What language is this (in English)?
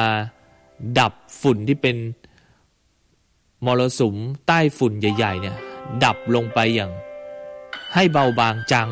Thai